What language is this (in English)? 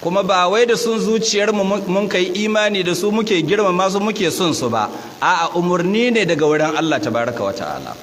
Hausa